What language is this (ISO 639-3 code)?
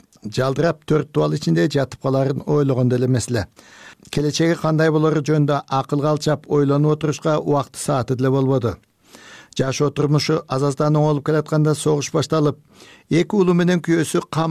kir